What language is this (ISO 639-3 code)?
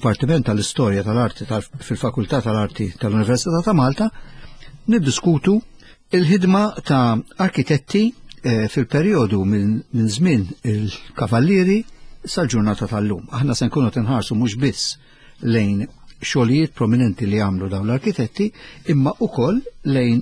mlt